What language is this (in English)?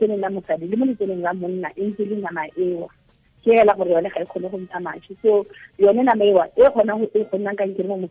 Tswana